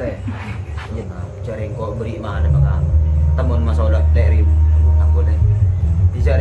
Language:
Madurese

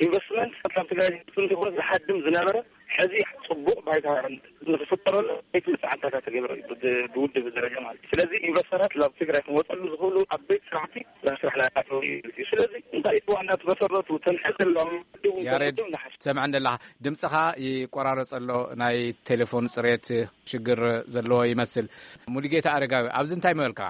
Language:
Tigrinya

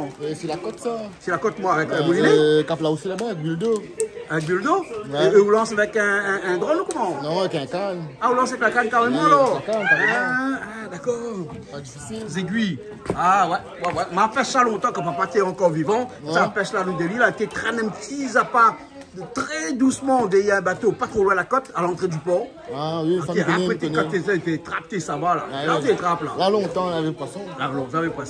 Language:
Réunion Creole French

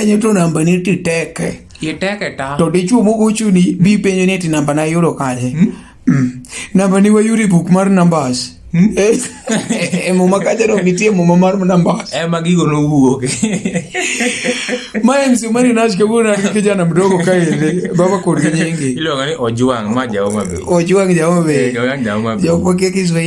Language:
Luo (Kenya and Tanzania)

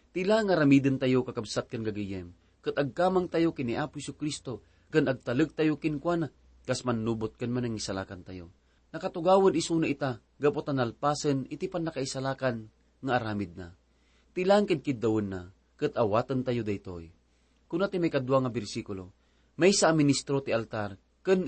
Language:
Iloko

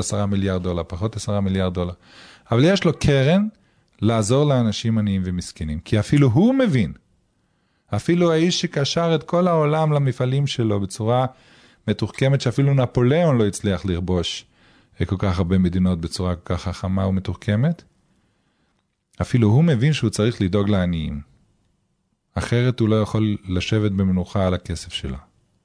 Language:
Hebrew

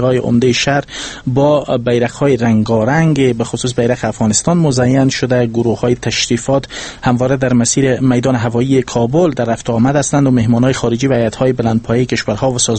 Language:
Persian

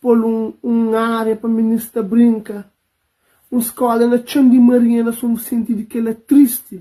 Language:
Kabuverdianu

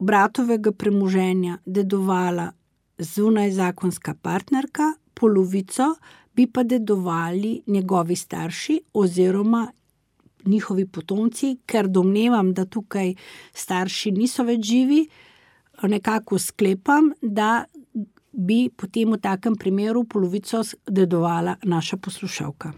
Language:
Slovenian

